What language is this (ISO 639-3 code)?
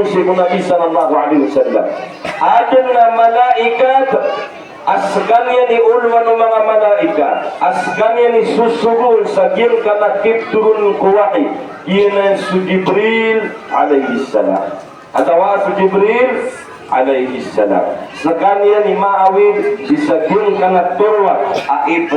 mrw